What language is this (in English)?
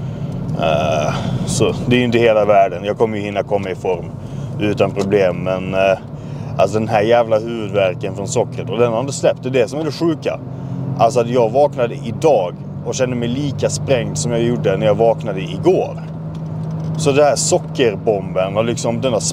Swedish